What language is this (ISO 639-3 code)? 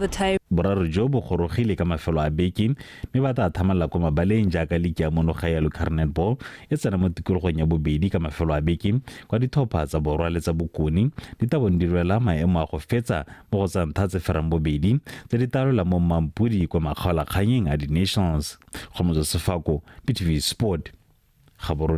tsn